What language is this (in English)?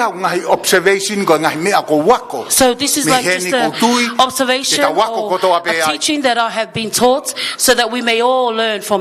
Tongan